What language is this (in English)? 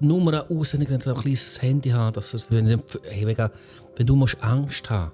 Swiss German